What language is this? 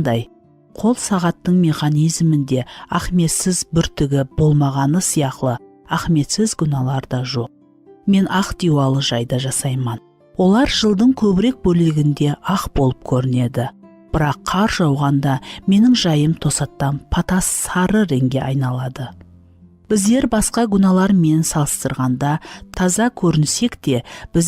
Kara-Kalpak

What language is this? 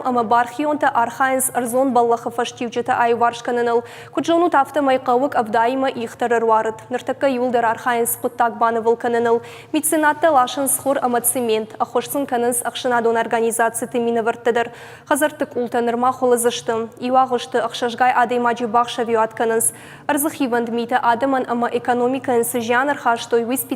Ossetic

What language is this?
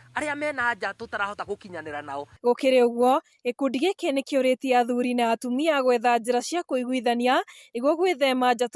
Kikuyu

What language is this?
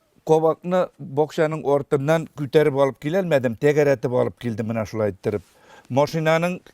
Bashkir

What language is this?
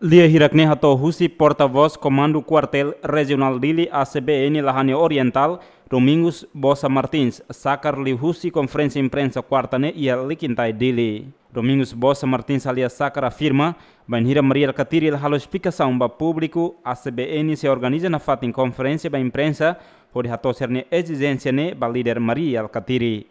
Tetum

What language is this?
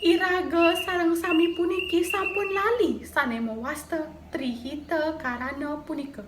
Balinese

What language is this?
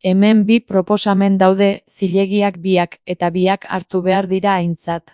Basque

